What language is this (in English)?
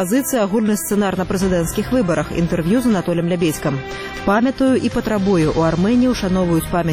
Belarusian